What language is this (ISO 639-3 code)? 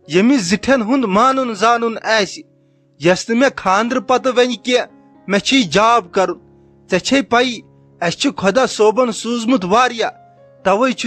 kas